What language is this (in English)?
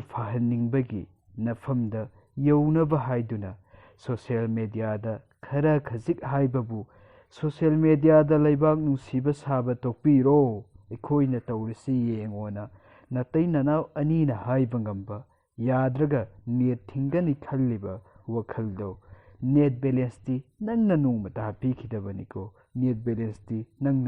Manipuri